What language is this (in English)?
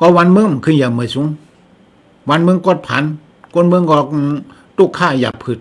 Shan